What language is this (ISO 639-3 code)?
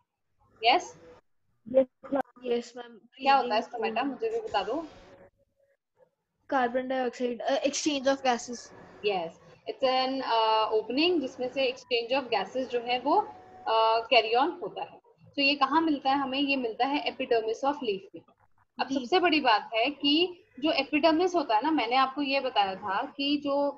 hin